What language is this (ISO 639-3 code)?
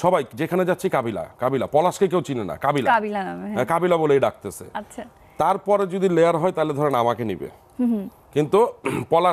ben